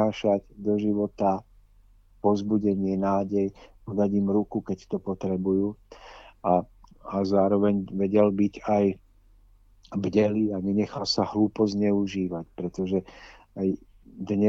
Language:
Slovak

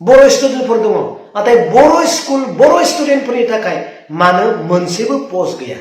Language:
Bodo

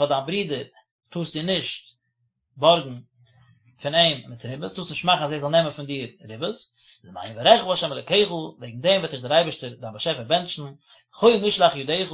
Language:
Yiddish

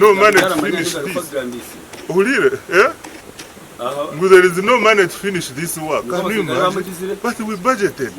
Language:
Nyankole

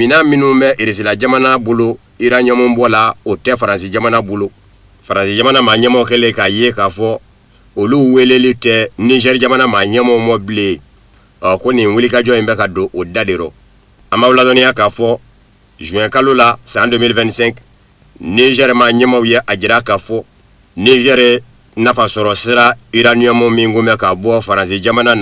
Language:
Bambara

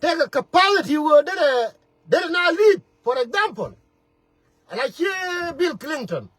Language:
Nuer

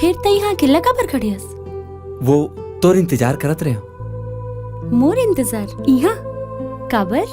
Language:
Chhattisgarhi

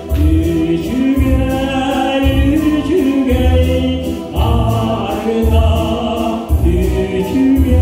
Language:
Yakut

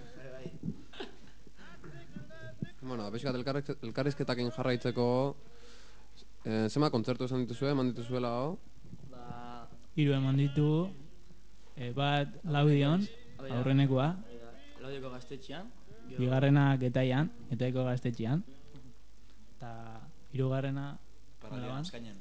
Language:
Basque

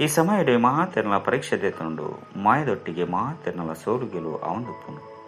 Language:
Tulu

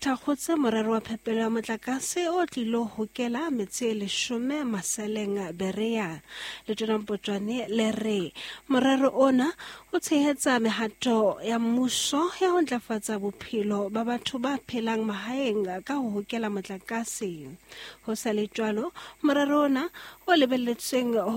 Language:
Southern Sotho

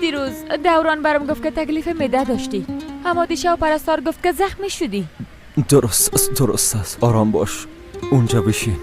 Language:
Persian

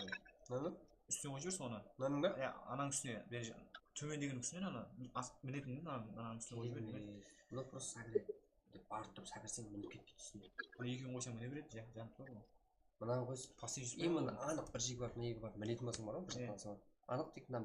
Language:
Kara-Kalpak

